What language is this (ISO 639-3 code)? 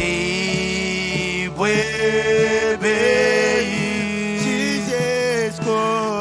mah